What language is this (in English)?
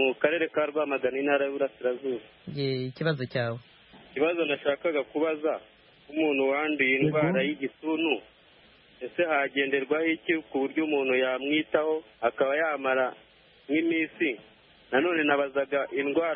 Kinyarwanda